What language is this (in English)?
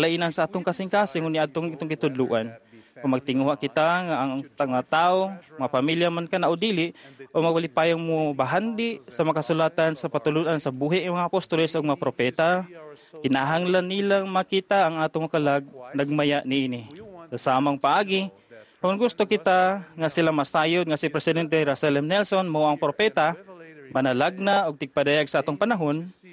Cebuano